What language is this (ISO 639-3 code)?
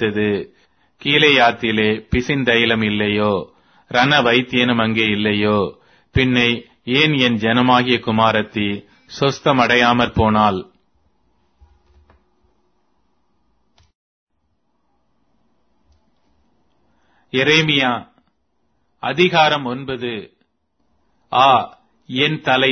tam